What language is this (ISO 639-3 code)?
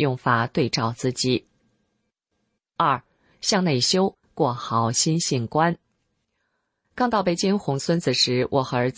zho